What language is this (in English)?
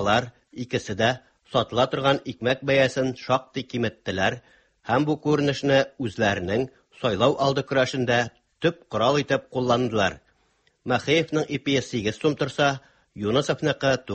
Tatar